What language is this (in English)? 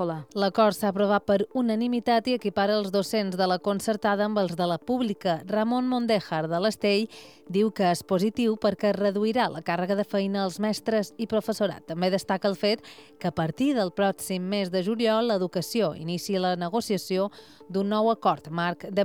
Catalan